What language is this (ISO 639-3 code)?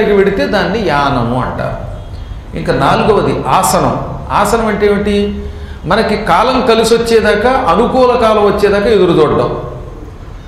tel